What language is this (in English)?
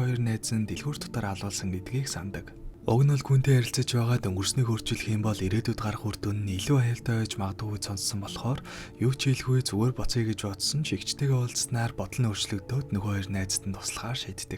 Mongolian